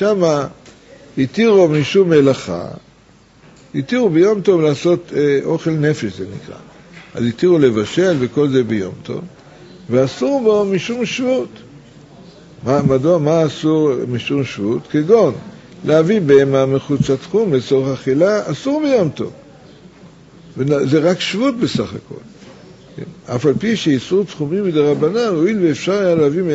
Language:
Hebrew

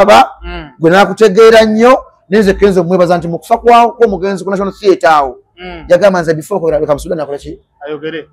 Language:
Ganda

